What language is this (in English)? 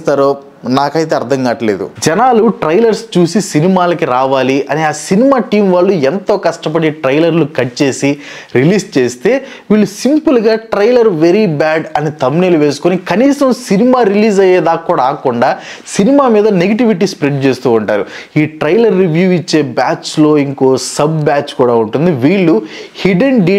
Telugu